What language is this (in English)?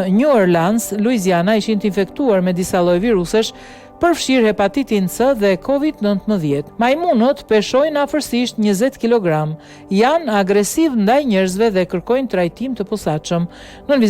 Albanian